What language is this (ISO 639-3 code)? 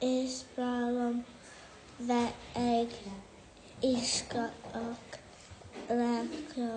gle